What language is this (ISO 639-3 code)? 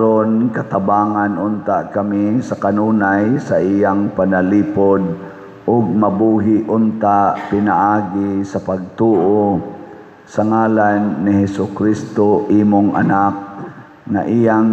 ceb